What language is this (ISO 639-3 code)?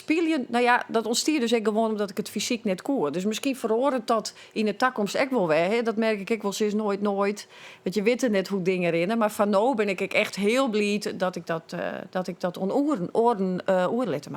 fry